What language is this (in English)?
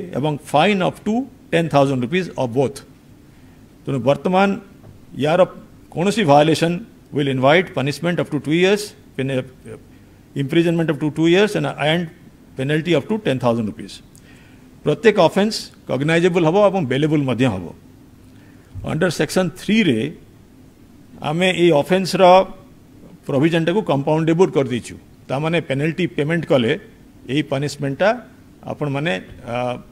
Odia